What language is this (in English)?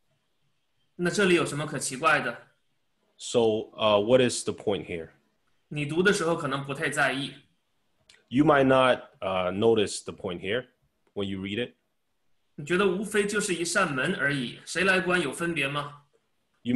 Chinese